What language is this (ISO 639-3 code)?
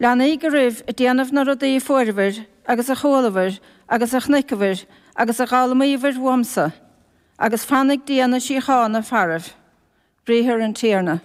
gle